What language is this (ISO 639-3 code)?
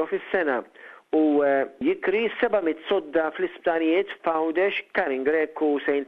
mlt